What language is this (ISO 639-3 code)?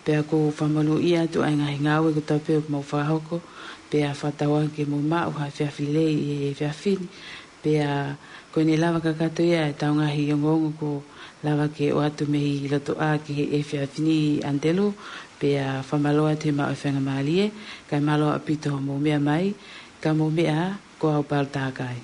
ton